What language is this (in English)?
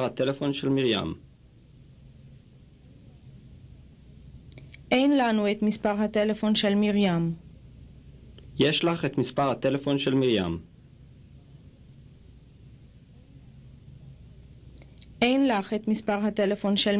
Hebrew